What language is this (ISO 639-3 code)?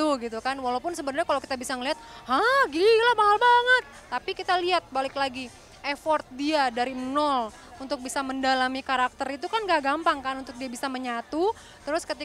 ind